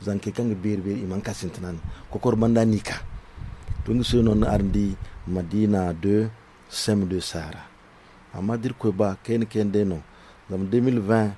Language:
Zarma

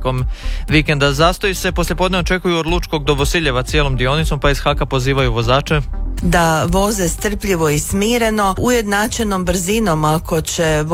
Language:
Croatian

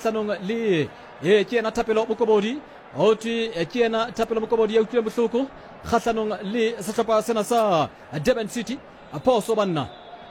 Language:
Southern Sotho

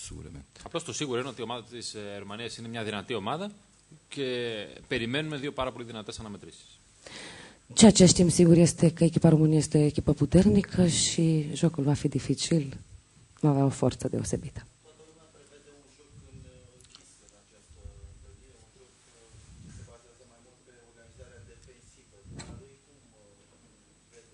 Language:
Greek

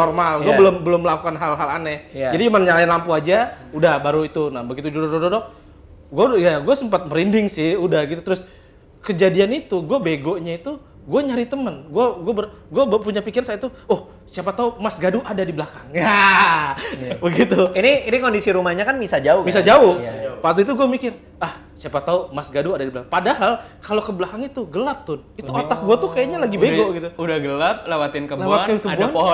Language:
Indonesian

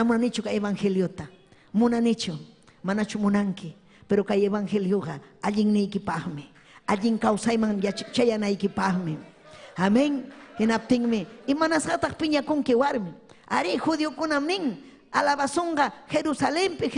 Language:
Ayacucho Quechua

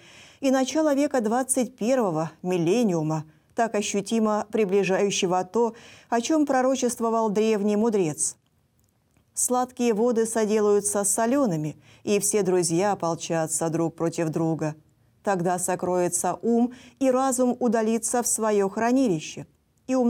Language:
Russian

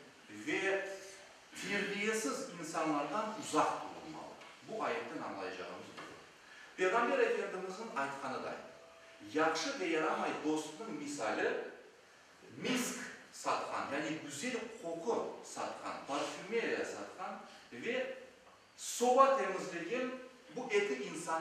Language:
Crimean Tatar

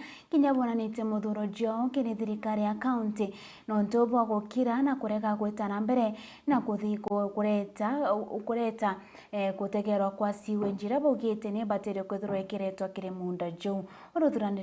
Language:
Meru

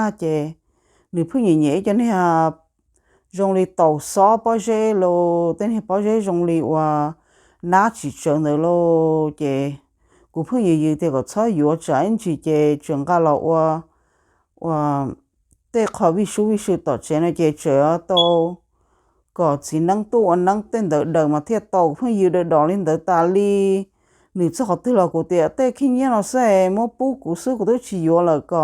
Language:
Hmong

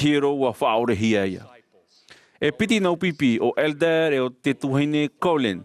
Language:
Tahitian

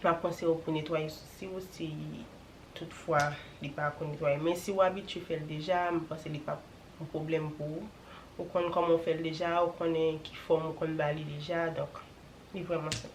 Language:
Haitian Creole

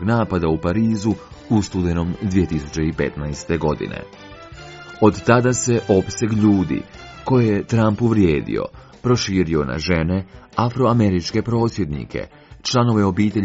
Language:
Croatian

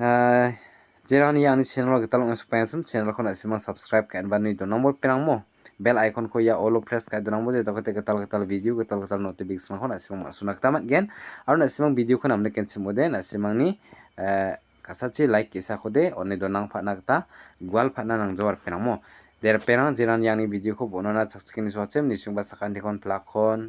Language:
Garo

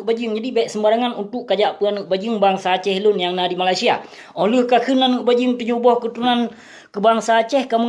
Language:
Achinese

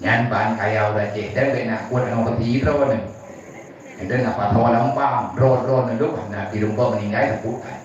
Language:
Achinese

